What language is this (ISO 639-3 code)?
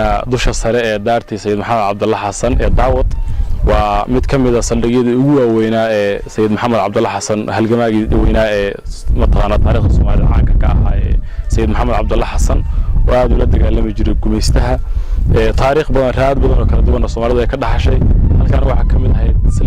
som